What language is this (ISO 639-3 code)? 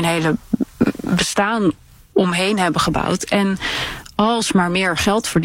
nld